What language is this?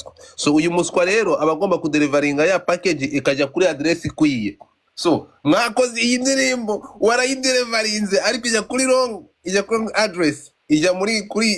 Kinyarwanda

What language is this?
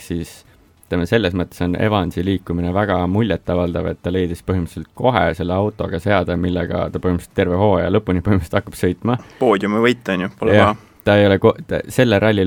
Estonian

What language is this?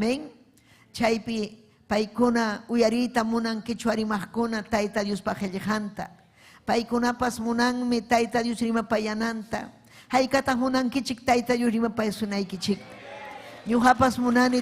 Ayacucho Quechua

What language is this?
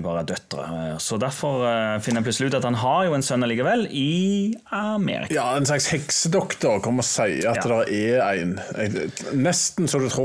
Norwegian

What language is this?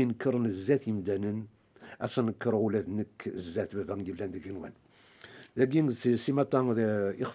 Kabyle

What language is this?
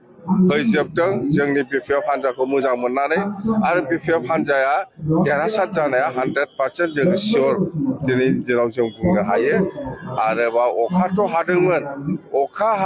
Bodo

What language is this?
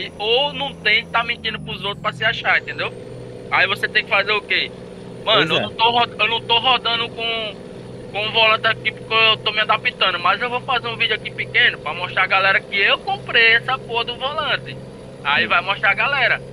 Portuguese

